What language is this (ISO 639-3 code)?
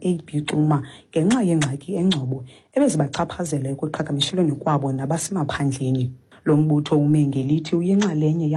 xho